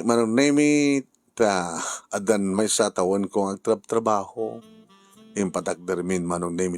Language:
Iloko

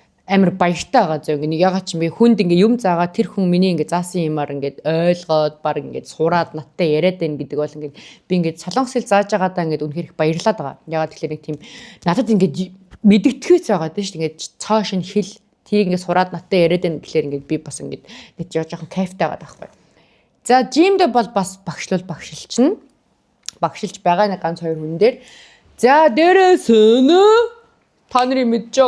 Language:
Mongolian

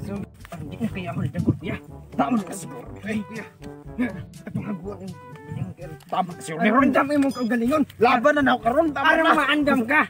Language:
Cebuano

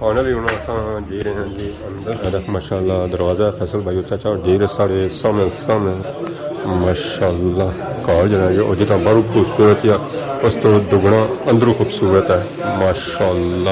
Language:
Pahari-Potwari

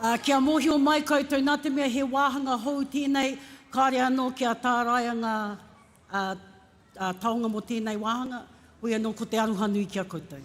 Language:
Māori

